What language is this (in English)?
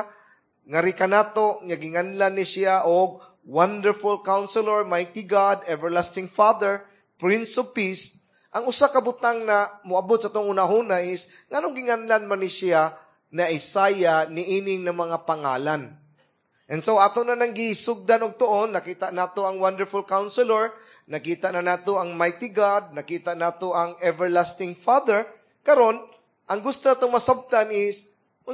Cebuano